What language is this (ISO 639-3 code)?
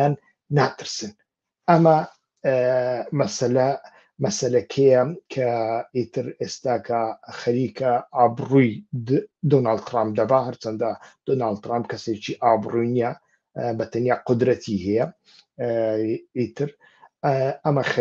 ckb